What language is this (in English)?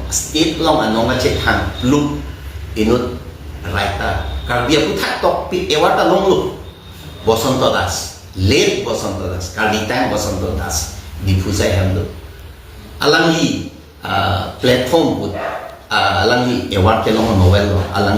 Karbi